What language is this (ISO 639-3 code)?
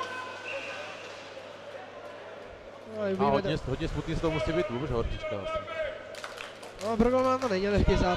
ces